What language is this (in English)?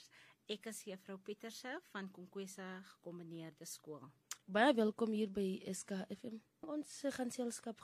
Afrikaans